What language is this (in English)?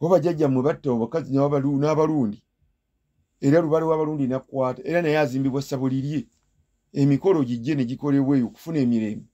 Ganda